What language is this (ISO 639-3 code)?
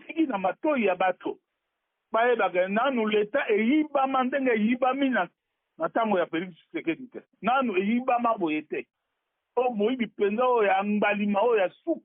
lin